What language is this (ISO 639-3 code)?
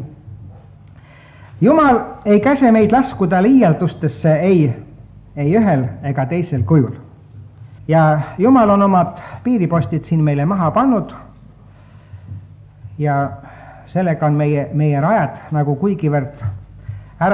est